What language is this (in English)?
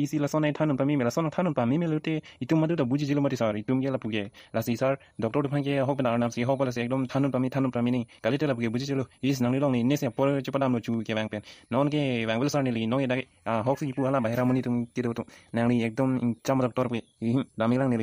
Karbi